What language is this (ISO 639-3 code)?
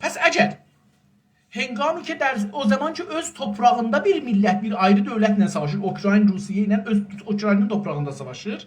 azb